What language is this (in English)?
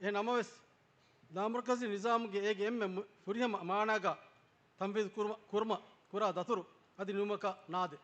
Divehi